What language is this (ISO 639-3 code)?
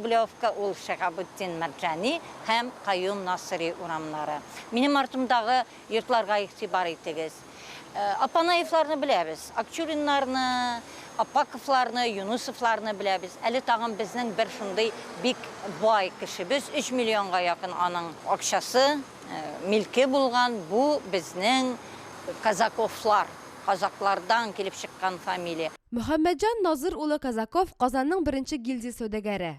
tat